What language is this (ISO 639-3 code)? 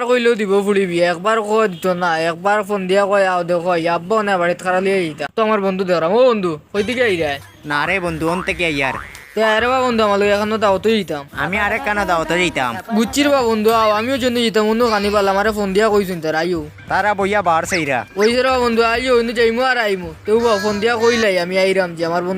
syl